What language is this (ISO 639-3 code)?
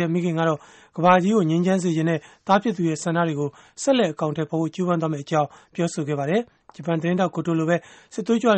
mya